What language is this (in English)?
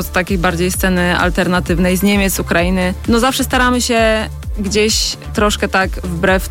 Polish